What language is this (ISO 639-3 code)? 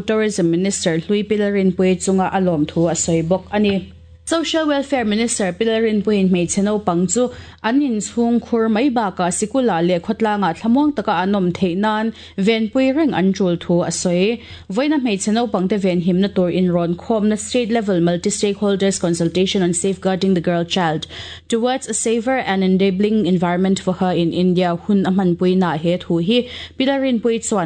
lus